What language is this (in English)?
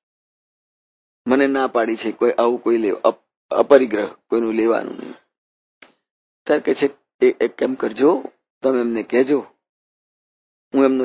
Gujarati